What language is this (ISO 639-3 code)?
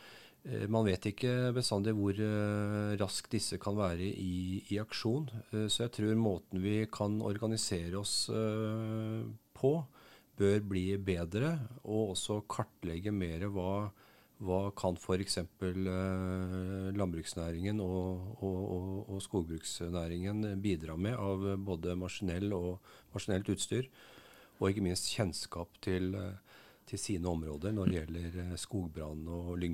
nor